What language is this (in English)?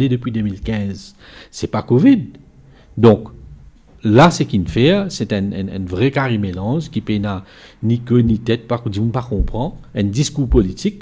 Morisyen